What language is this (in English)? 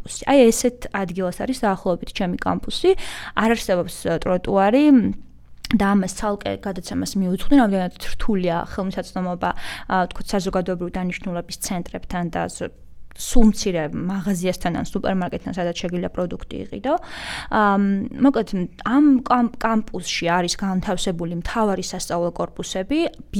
Georgian